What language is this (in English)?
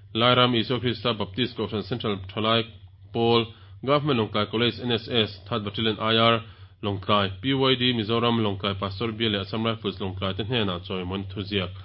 Mizo